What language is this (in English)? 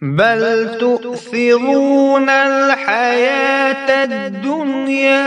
Kashmiri